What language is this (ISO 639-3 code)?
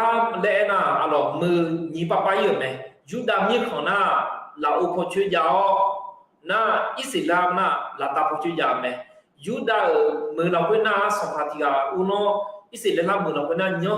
ahk